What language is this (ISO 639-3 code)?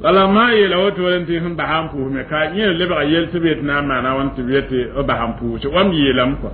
mos